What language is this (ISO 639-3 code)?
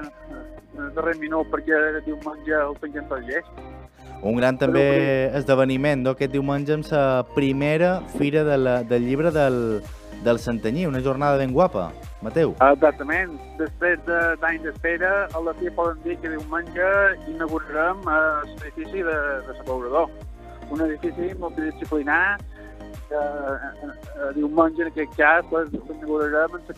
cat